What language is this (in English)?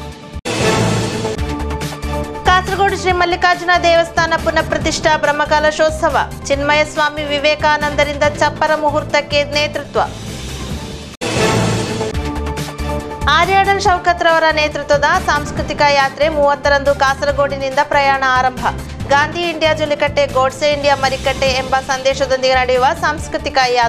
Kannada